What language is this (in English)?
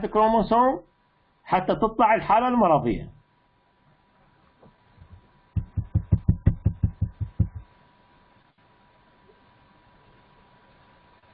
Mesopotamian Arabic